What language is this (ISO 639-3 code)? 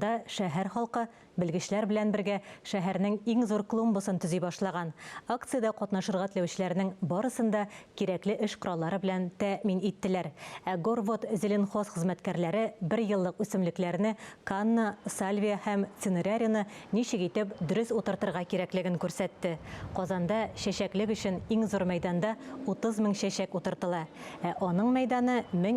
tat